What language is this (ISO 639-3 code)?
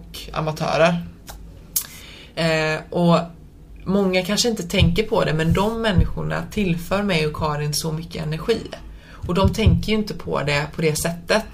swe